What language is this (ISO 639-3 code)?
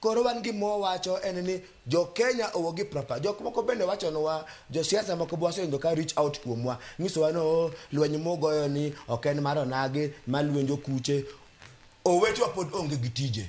luo